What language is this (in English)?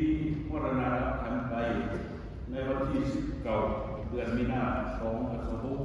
Lao